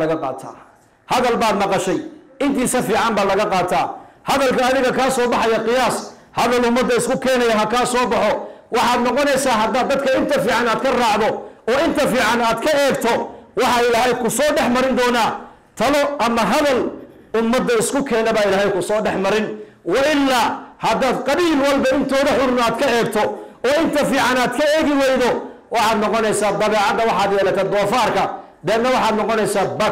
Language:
Somali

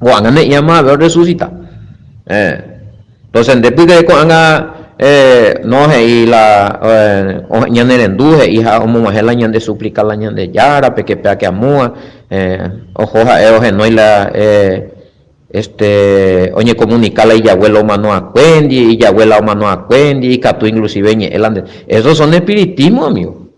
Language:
Guarani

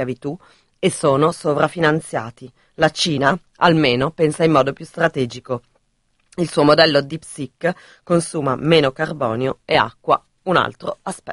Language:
Italian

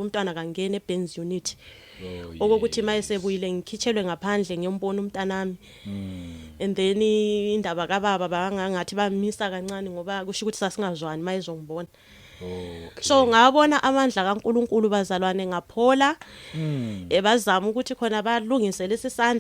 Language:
Zulu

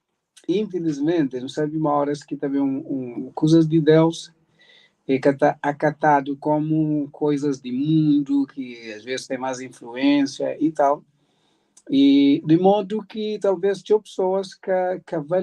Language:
Kabuverdianu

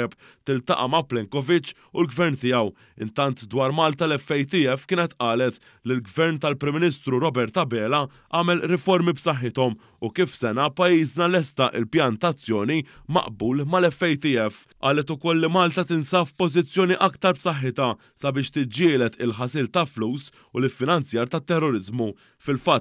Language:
Maltese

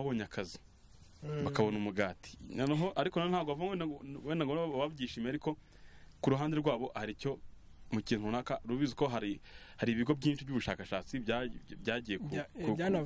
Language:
Kinyarwanda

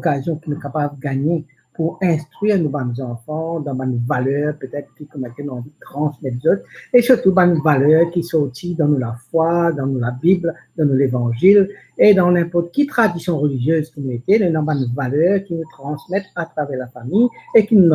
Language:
Morisyen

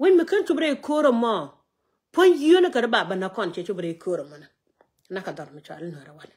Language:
Nuer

